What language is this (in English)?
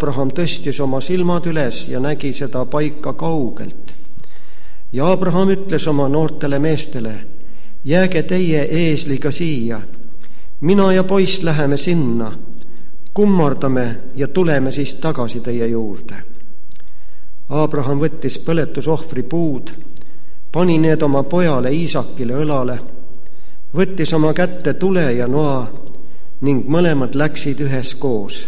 Estonian